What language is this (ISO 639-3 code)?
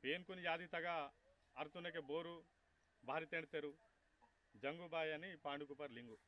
esg